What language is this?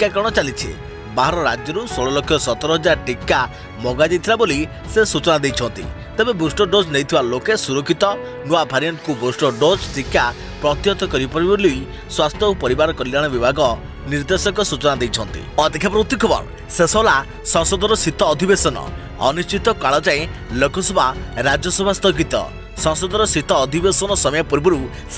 Odia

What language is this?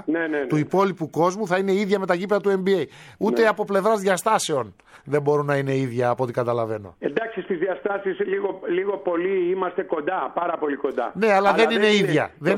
Greek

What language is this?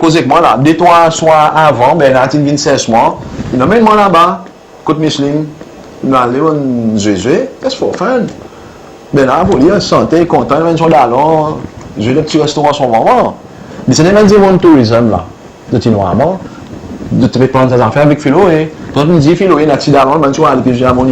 Seselwa Creole French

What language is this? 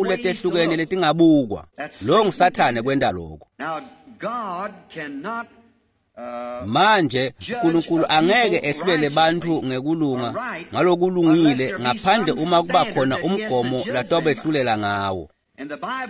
Swati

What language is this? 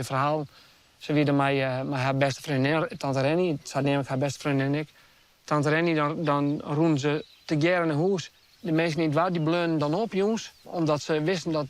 Western Frisian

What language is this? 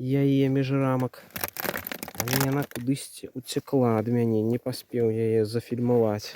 Belarusian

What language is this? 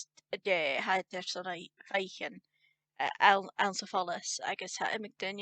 Scottish Gaelic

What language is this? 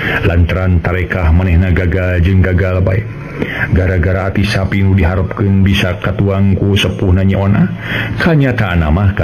Sundanese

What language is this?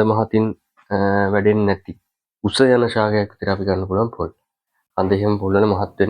Sinhala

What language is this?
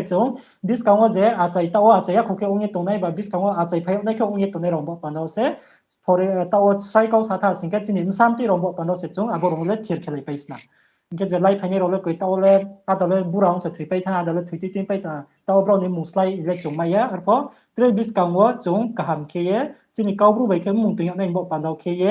Riang (India)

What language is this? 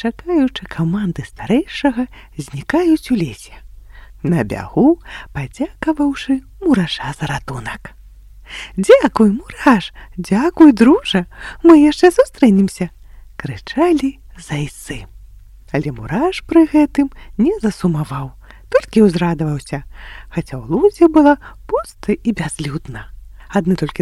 Belarusian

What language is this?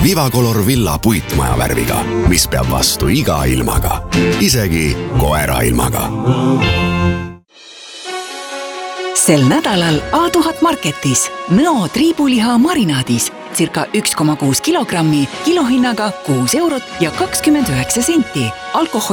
Estonian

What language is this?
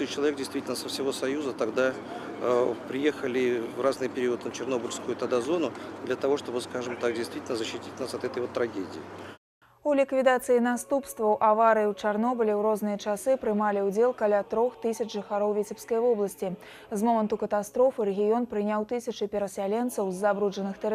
Belarusian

